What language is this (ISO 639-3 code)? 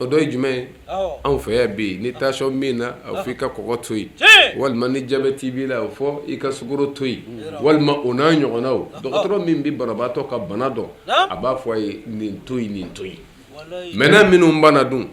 bam